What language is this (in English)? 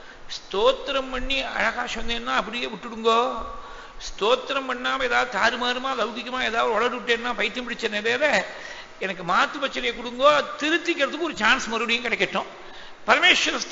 Tamil